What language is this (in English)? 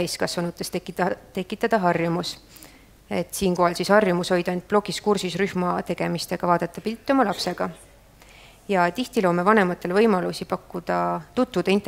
Estonian